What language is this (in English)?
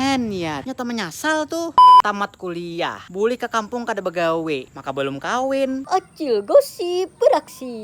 Banjar